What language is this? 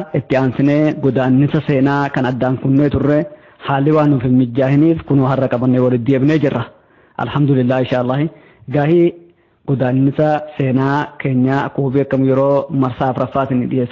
Oromo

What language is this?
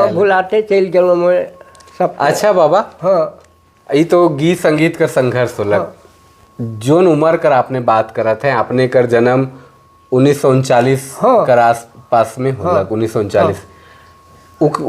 Sadri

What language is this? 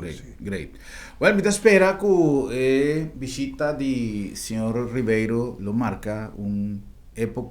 Papiamento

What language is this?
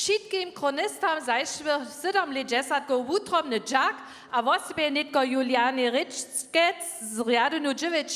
Upper Sorbian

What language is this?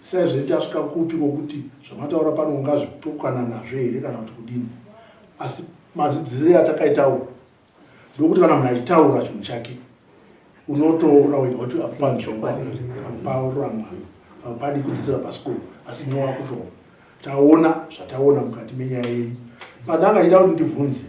Shona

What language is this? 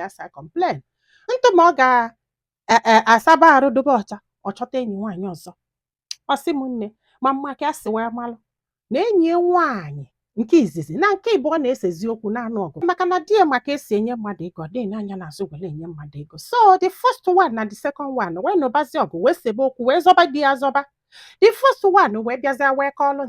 Igbo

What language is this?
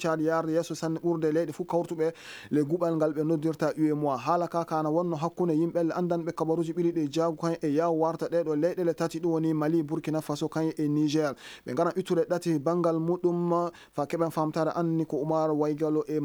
Maasina Fulfulde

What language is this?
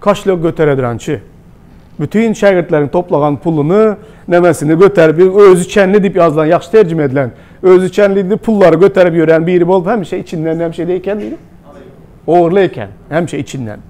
Turkmen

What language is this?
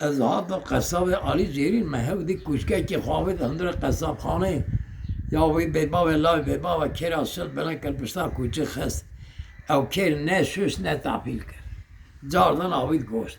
Kurdish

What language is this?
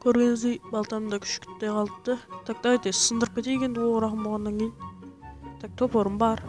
Kara-Kalpak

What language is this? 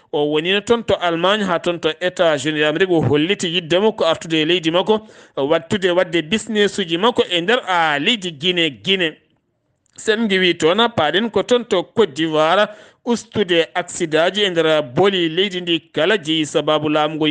Fula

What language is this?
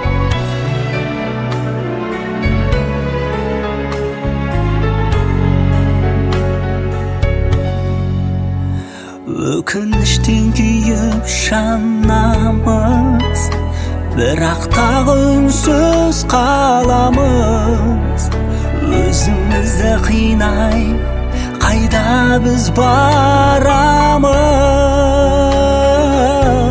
Kazakh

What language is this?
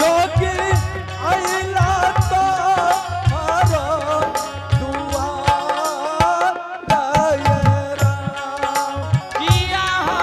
Angika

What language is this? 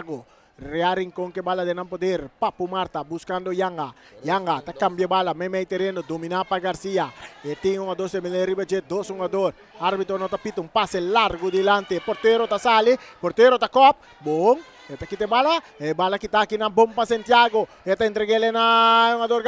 Papiamento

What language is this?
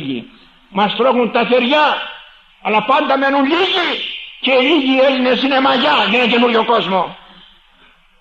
Greek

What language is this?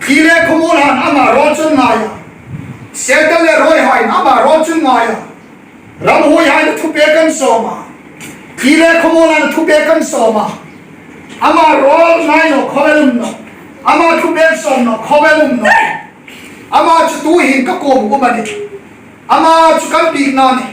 Hmar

